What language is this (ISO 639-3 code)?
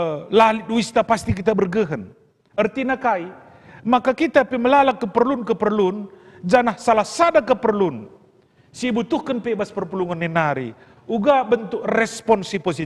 btx